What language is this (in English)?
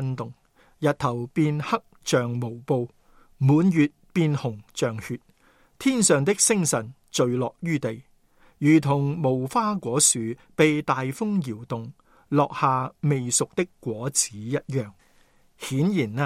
Cantonese